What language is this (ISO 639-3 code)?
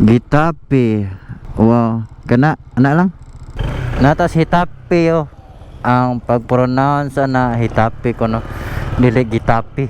ceb